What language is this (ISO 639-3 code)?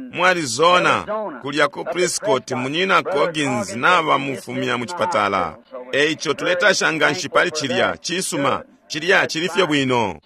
bem